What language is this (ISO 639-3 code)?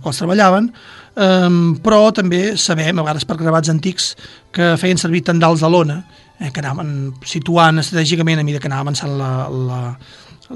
cat